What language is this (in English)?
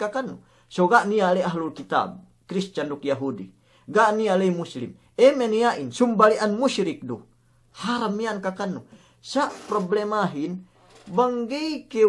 Yakan